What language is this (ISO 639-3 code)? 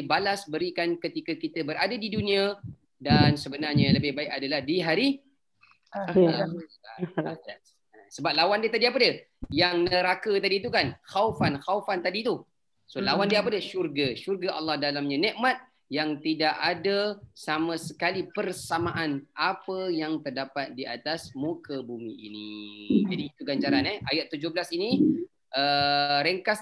msa